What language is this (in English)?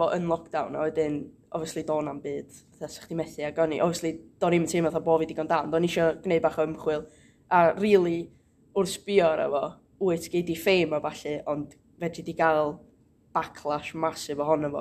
Welsh